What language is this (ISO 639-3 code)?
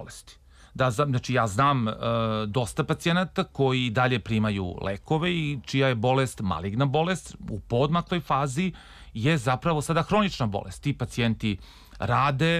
srp